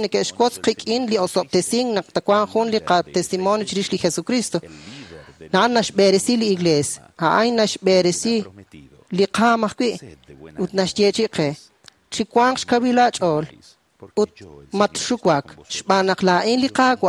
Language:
Kekchí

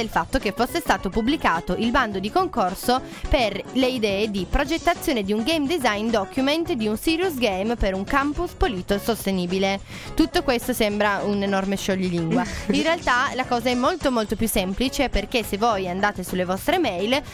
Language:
Italian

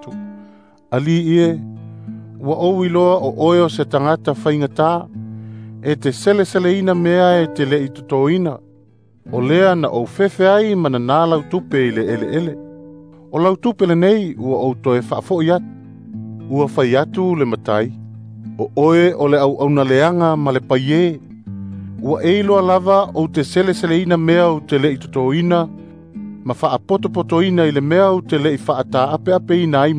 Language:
Samoan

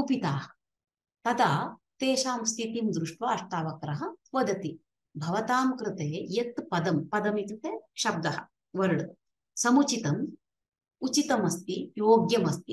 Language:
Sanskrit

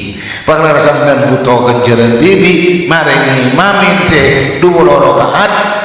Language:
Madurese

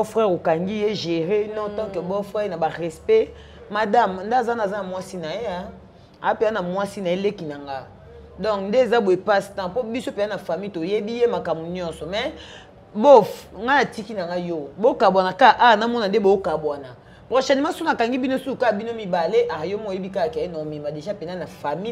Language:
Lingala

